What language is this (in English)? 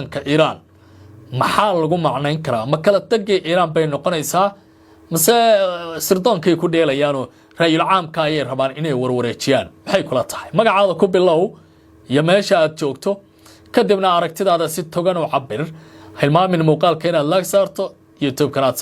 Somali